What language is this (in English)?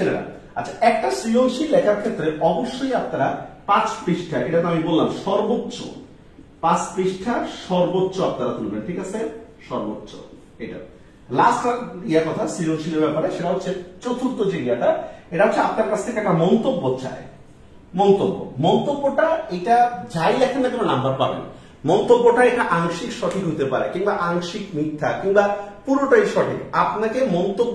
Bangla